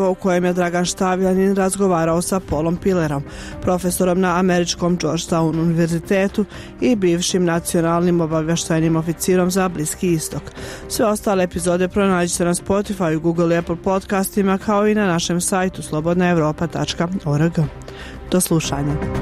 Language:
Bosnian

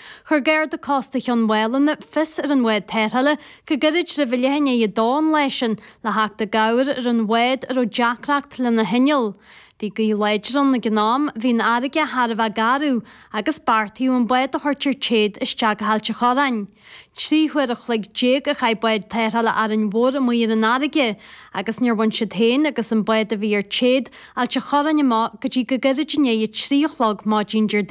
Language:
Irish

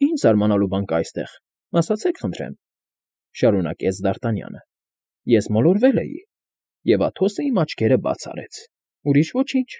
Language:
Armenian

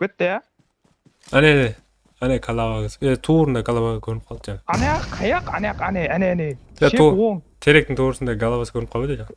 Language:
Kara-Kalpak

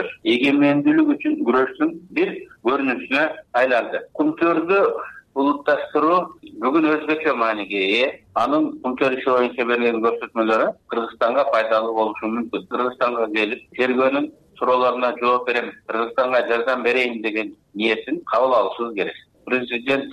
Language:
Kyrgyz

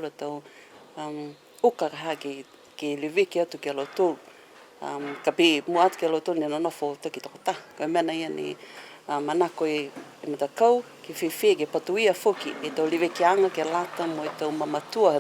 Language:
Niuean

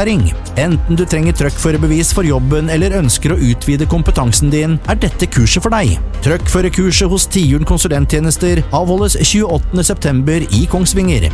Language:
Norwegian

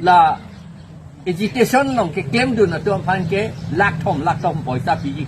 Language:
Karbi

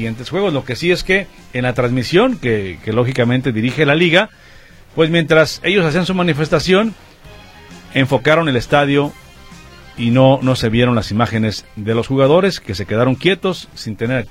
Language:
Spanish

